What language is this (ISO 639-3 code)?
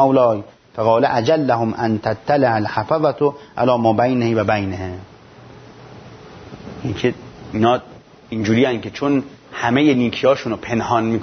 fas